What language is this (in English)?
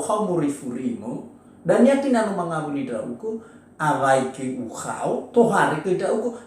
Nias